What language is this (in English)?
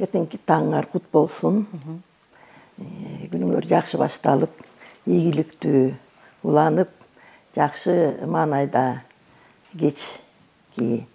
Kyrgyz